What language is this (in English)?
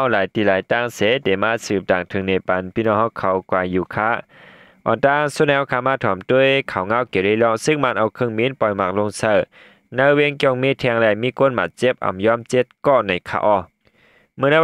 Shan